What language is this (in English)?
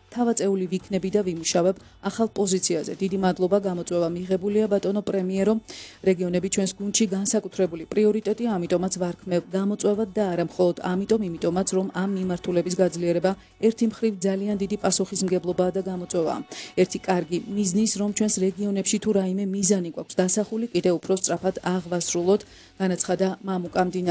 Georgian